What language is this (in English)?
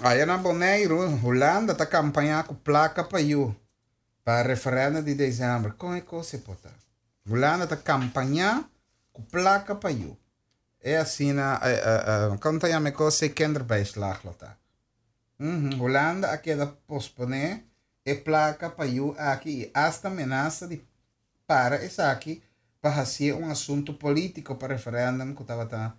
Papiamento